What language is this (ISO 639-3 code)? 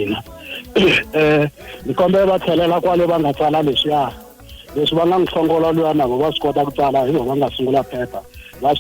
tso